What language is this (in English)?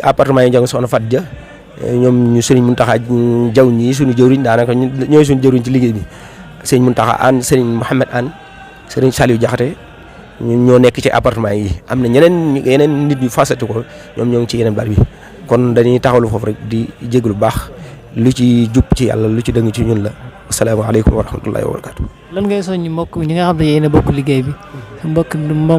Wolof